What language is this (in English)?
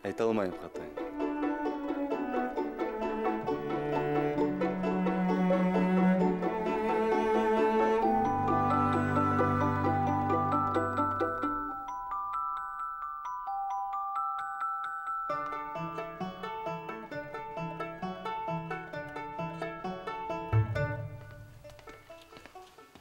Bashkir